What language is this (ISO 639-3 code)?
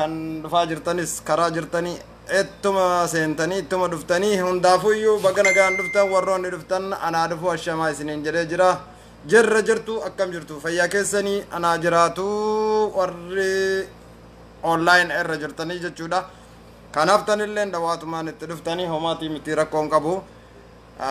orm